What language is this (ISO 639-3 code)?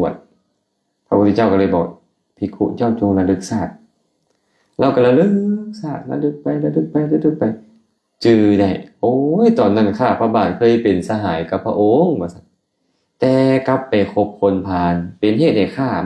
lao